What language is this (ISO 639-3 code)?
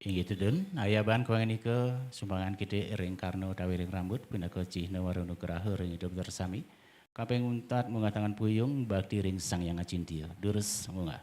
ban